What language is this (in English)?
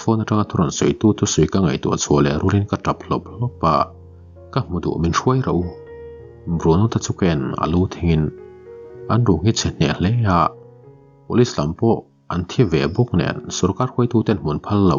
Mizo